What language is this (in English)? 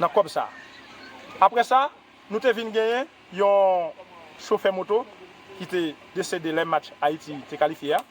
Haitian Creole